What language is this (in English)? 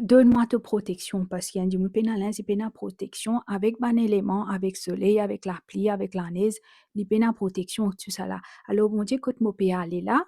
Morisyen